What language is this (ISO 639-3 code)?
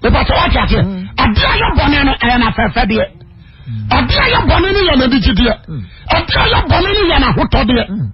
aka